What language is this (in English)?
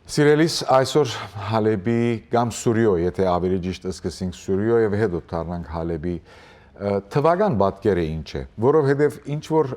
Western Armenian